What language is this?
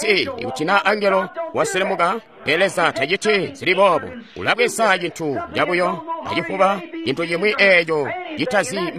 Tonga (Zambia)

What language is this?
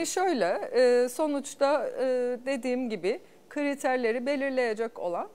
Turkish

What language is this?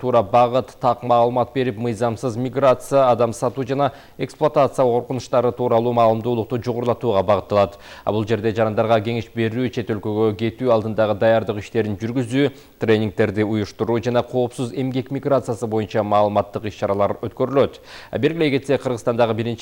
Kyrgyz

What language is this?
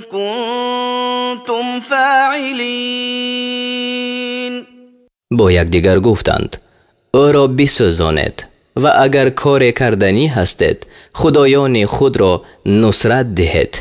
Tajik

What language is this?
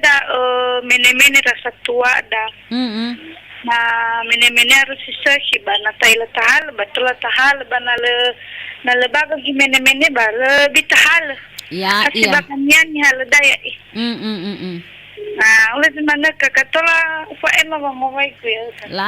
Nias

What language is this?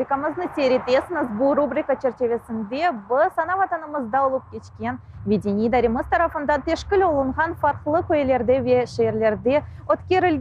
Crimean Tatar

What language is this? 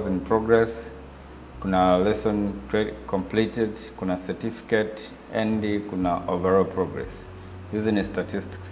Swahili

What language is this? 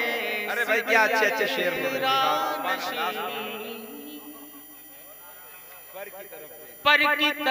Hindi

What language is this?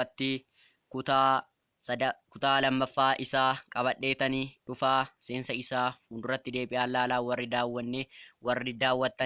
Oromo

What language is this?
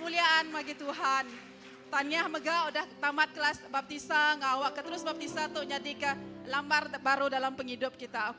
Iban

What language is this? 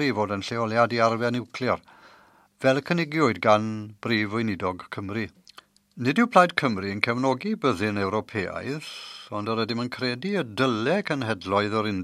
Welsh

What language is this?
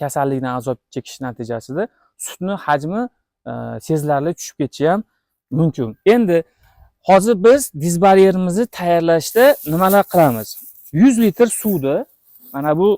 Uzbek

